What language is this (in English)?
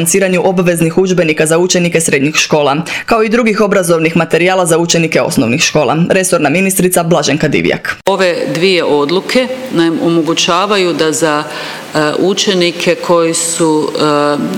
Croatian